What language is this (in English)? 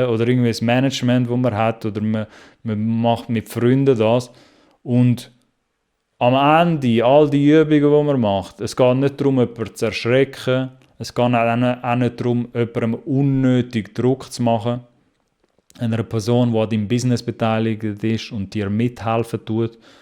Swiss German